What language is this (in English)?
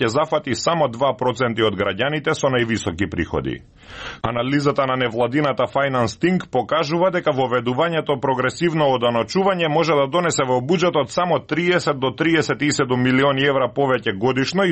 Macedonian